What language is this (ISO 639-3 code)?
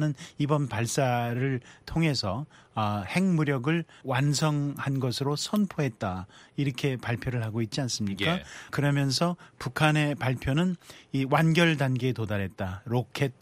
kor